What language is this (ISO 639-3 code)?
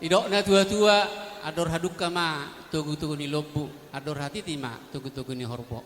bbc